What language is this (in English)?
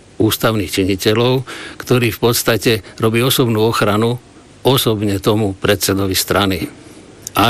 Slovak